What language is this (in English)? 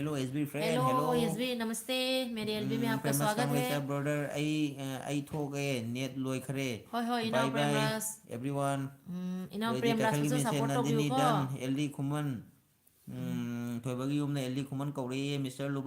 Manipuri